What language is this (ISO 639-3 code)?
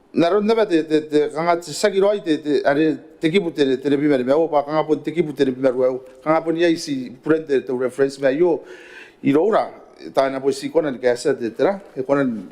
gil